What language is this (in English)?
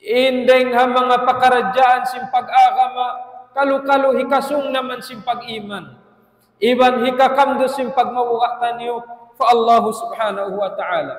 Tausug